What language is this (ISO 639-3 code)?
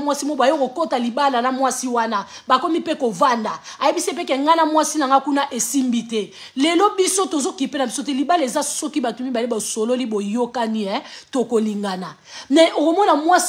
lin